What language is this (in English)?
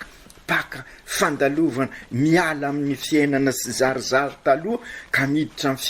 Malagasy